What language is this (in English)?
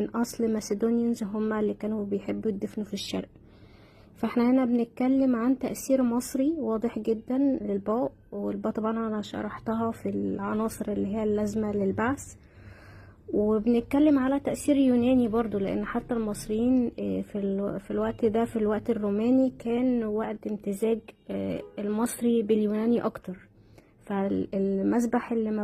Egyptian Arabic